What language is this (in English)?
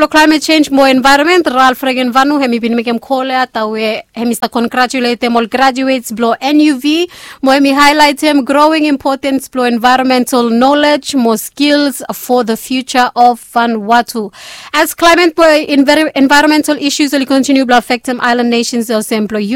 Bislama